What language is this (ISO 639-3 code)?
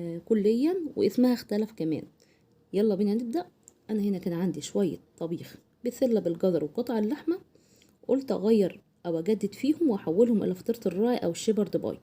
arz